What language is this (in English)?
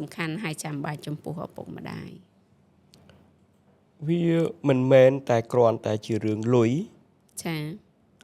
Khmer